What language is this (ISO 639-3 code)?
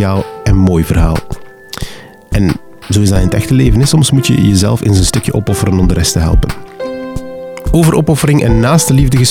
nld